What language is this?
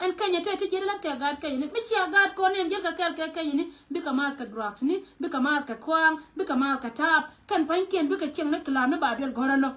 Nuer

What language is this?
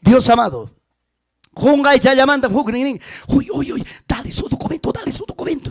Ayacucho Quechua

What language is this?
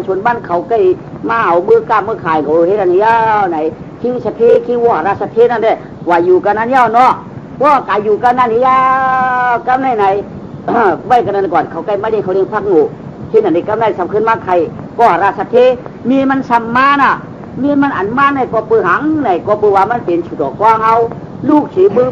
Shan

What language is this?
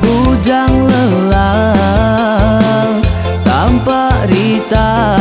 Iban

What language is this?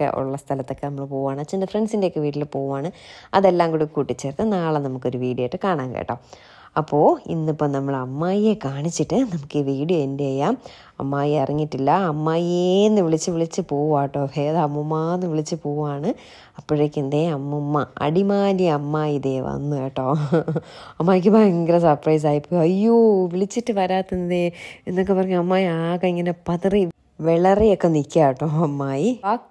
Malayalam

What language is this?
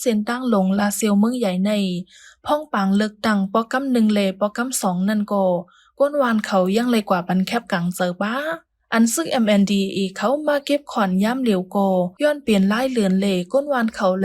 Shan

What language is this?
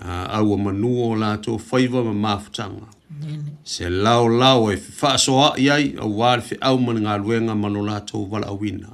Samoan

